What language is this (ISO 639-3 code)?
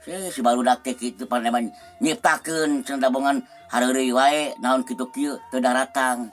sun